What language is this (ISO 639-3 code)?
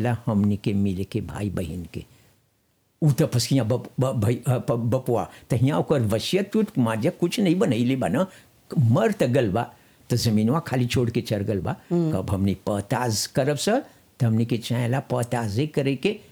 bho